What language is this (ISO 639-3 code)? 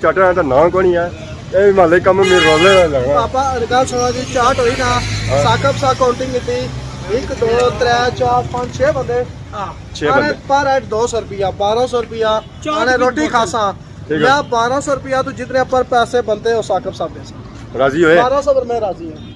phr